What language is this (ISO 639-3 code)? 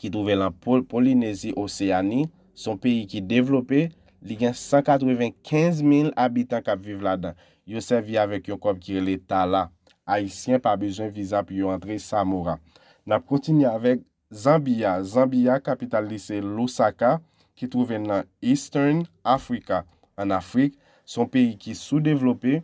hat